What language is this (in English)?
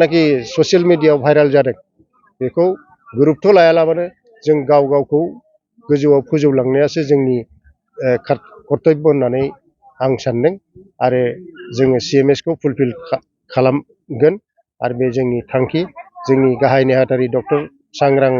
Bodo